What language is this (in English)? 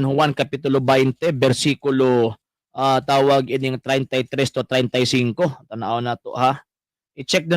Cebuano